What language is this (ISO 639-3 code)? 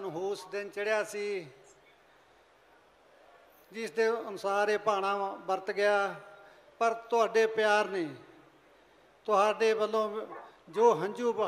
pan